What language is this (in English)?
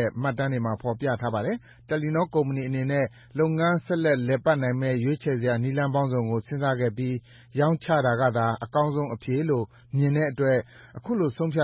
Burmese